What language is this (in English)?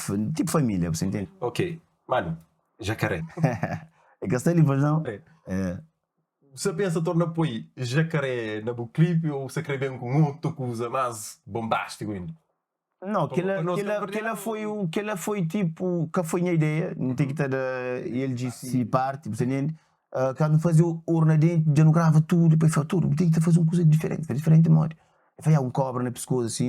Kabuverdianu